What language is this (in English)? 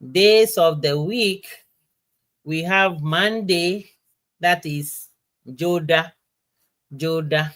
Ewe